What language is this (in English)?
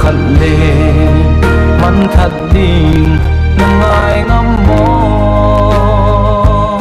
Paite Chin